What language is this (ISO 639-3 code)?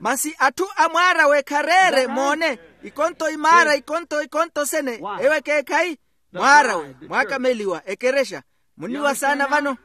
vmw